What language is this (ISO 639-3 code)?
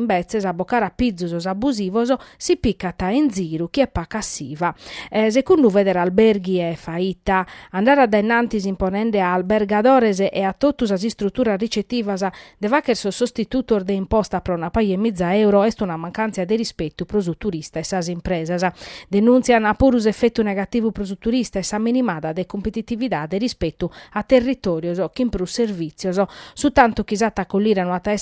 srd